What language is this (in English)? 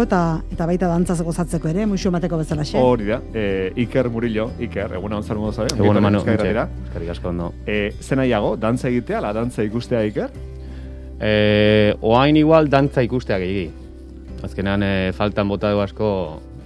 Basque